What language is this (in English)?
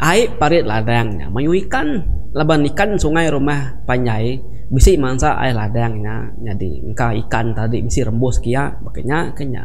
Iban